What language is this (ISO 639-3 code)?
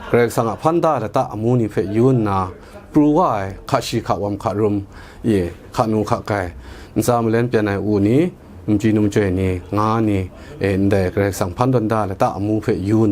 kac